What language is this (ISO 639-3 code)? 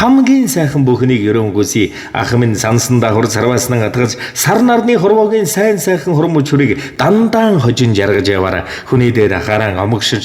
mon